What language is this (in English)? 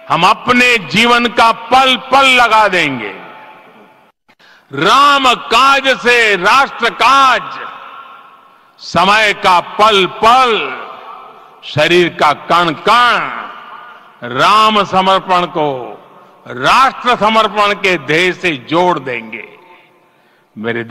Hindi